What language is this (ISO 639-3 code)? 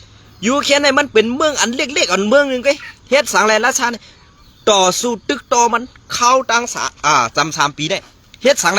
shn